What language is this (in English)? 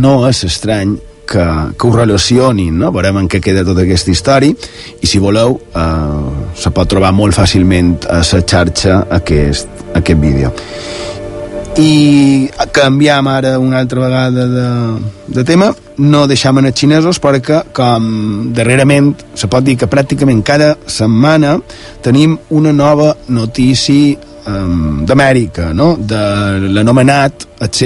Catalan